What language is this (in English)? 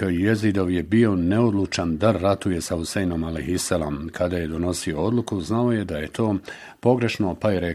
Bosnian